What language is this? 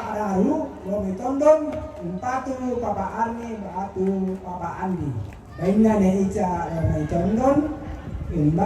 Toraja-Sa'dan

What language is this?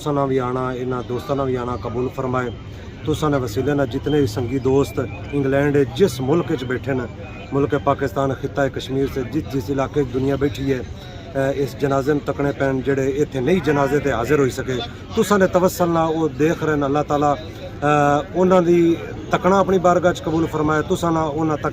Pahari-Potwari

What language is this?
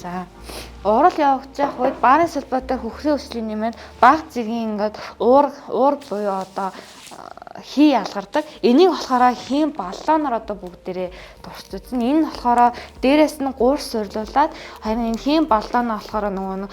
Mongolian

